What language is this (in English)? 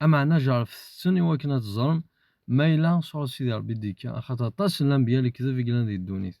Kabyle